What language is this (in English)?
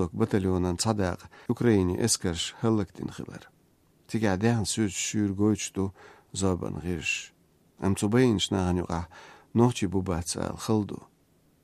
Chechen